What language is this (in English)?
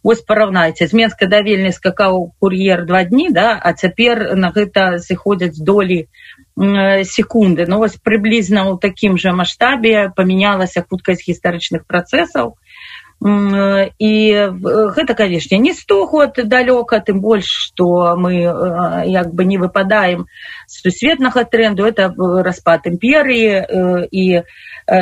Belarusian